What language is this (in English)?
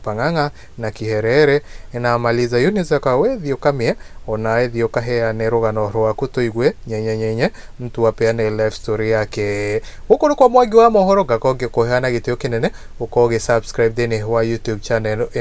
Kikuyu